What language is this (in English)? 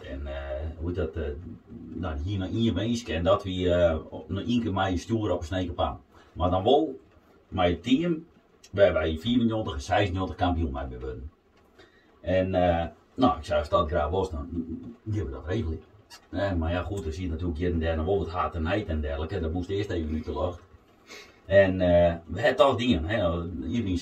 Western Frisian